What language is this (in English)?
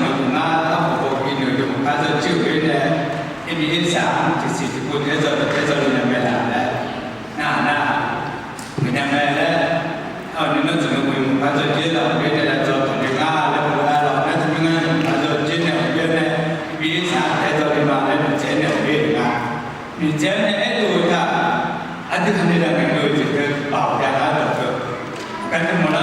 Akha